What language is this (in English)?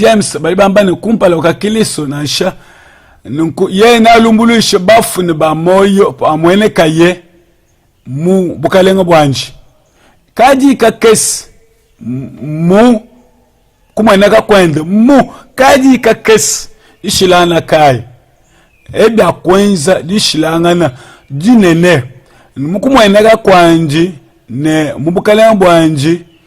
Luba-Lulua